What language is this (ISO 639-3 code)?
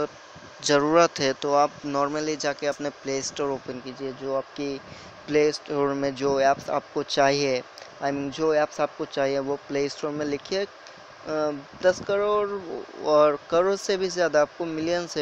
hin